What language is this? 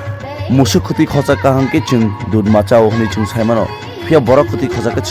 Kok Borok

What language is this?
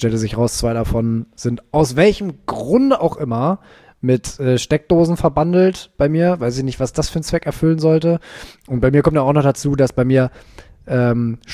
German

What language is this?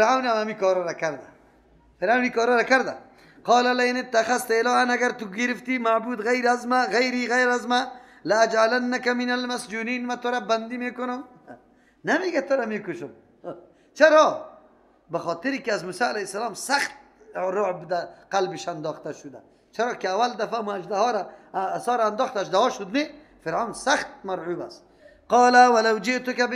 Persian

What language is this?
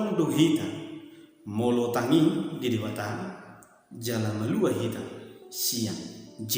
Batak Toba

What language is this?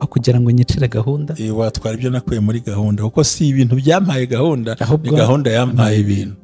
Kinyarwanda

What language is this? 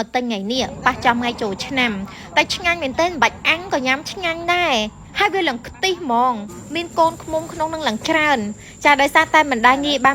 Khmer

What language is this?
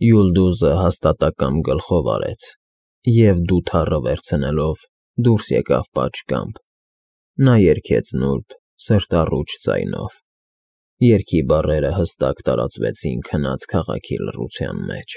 Armenian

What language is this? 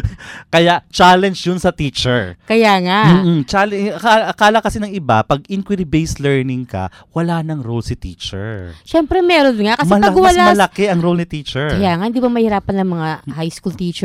Filipino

